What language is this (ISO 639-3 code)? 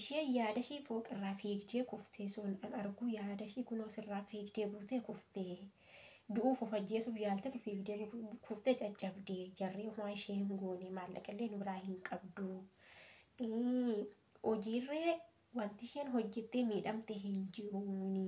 orm